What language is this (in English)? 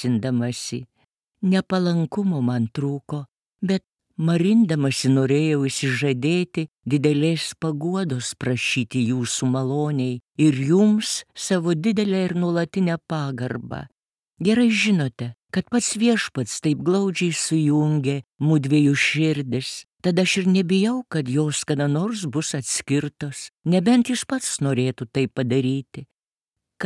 Lithuanian